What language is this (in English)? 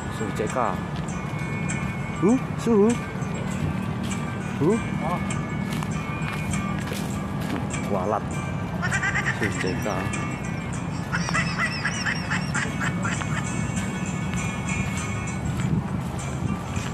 Indonesian